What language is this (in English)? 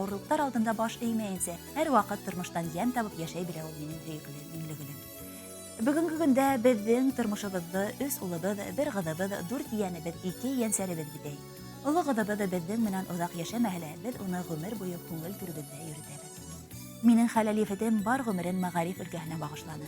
Bashkir